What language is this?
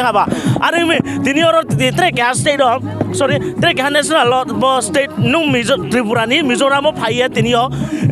Riang (India)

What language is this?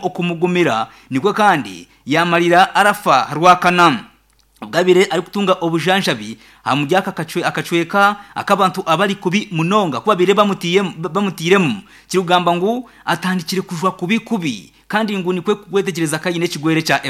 Nyankole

